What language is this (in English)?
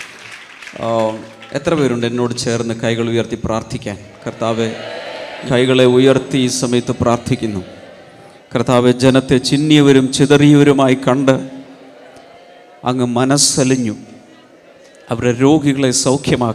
Malayalam